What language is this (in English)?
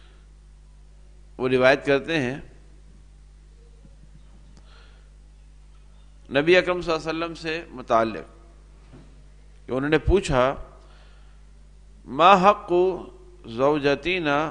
Urdu